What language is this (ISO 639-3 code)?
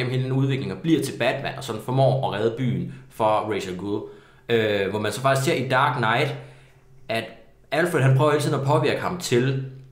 dan